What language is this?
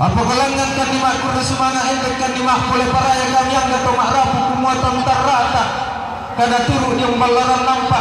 Toraja-Sa'dan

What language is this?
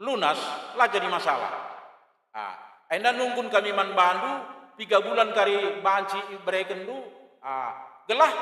Batak Karo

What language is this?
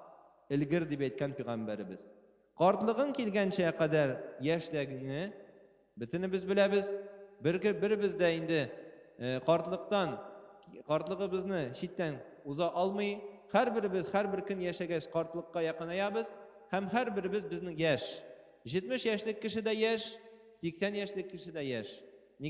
Tatar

